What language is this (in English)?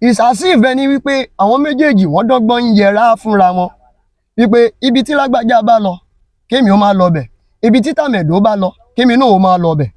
Yoruba